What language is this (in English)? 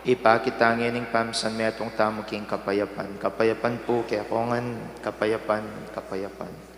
Pampanga